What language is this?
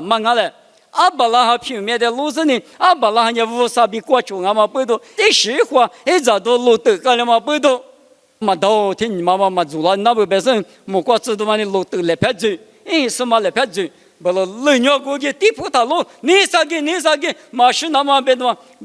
Lisu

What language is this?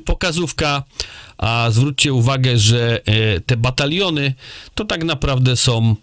Polish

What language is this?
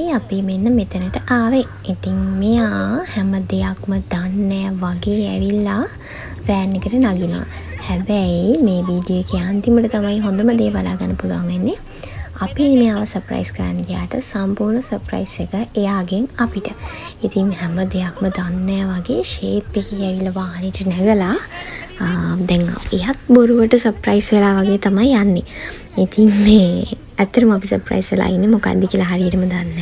Sinhala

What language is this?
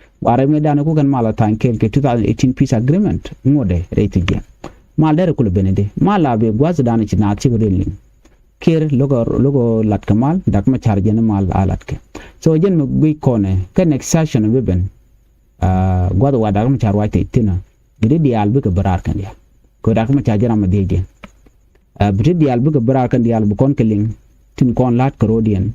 Nuer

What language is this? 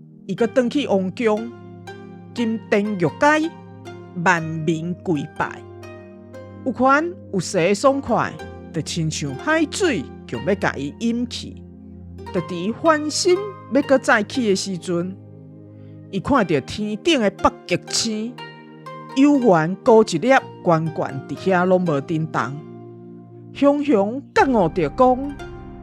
Min Nan Chinese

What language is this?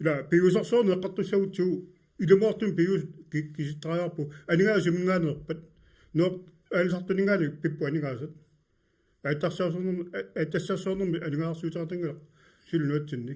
Kalaallisut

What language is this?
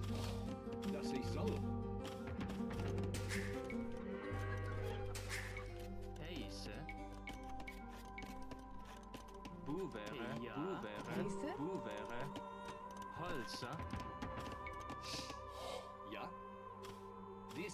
German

